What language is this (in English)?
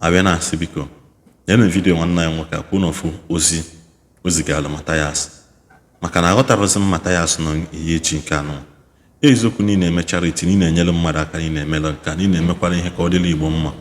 Igbo